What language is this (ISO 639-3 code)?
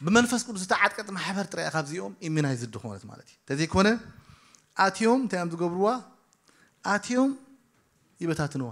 tir